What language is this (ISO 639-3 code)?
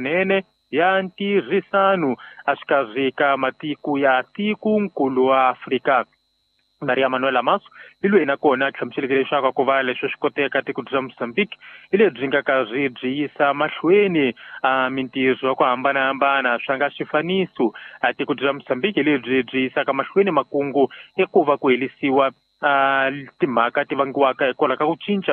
tso